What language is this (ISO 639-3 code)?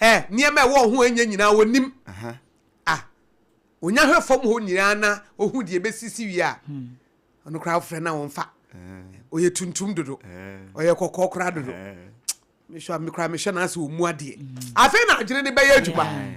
aka